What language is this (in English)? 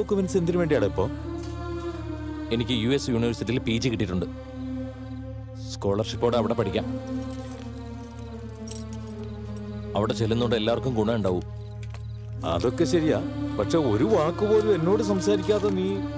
Malayalam